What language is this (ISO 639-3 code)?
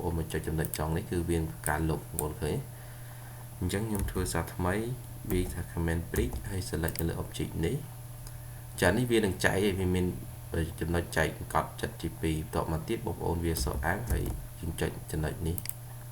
khm